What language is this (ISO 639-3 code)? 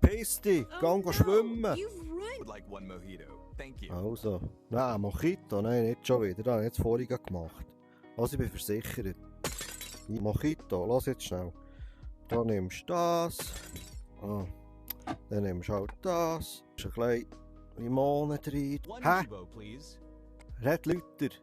gsw